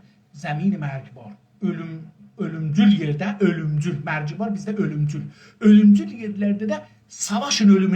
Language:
South Azerbaijani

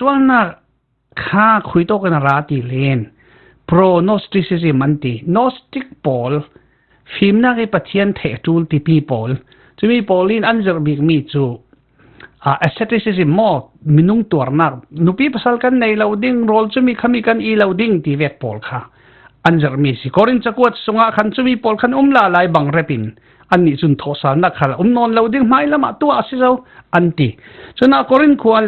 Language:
Falam Chin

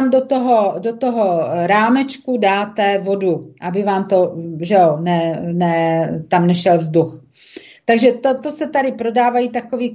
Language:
Czech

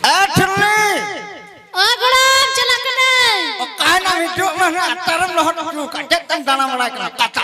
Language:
Santali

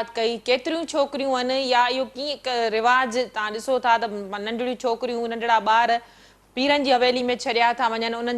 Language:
Sindhi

